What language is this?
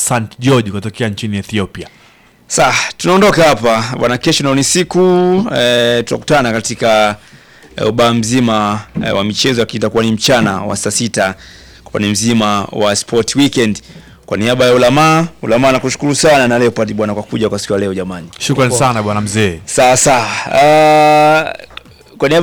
Swahili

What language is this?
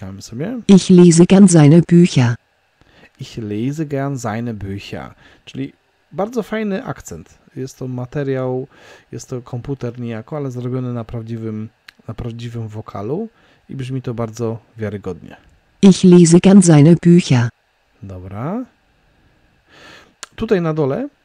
Polish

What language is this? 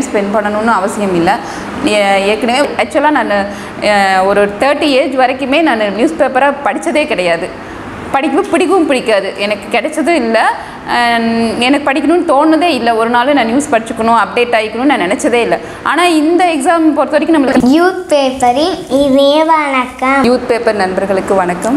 Tamil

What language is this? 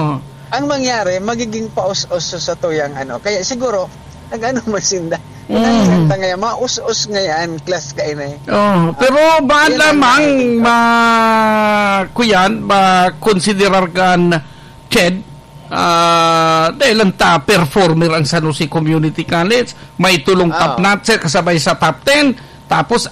Bikol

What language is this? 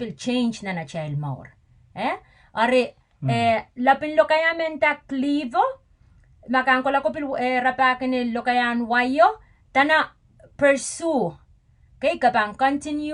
Pohnpeian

